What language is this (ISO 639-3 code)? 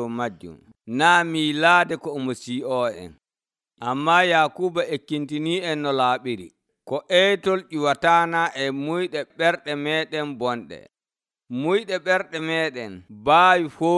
fuv